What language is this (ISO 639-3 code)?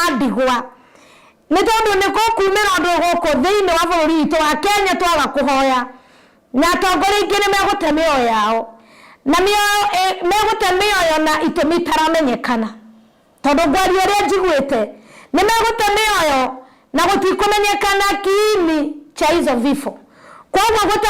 kik